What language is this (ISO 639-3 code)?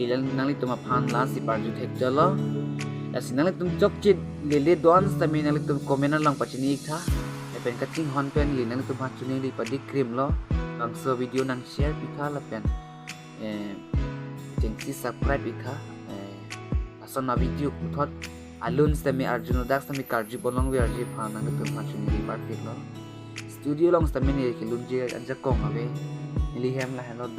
mjw